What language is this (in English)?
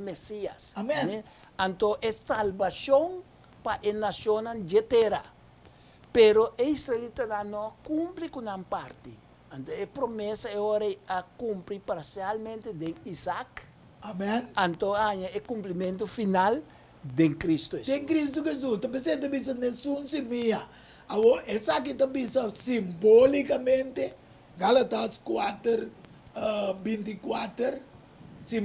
Papiamento